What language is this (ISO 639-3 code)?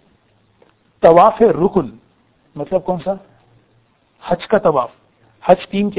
urd